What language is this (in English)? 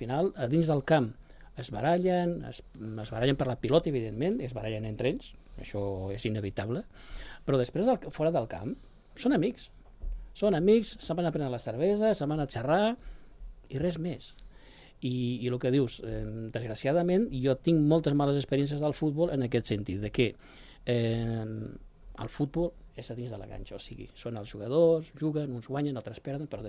Catalan